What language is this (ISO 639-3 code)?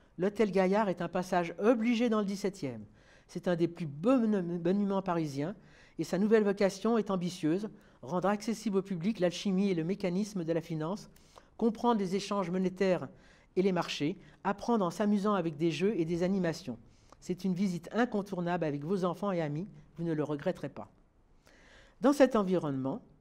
fra